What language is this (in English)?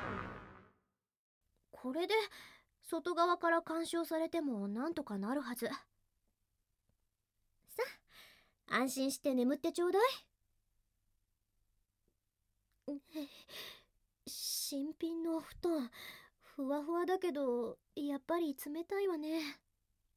Japanese